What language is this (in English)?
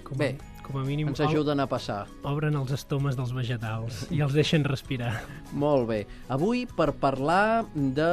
Catalan